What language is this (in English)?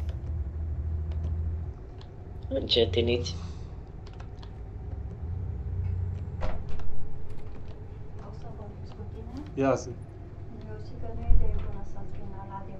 Romanian